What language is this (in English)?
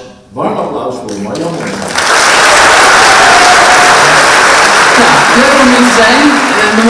Dutch